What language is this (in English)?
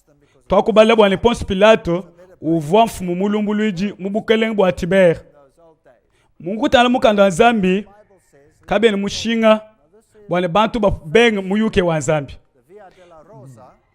Luba-Lulua